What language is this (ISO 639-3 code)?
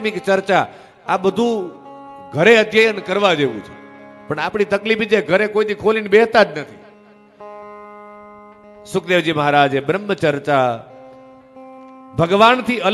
guj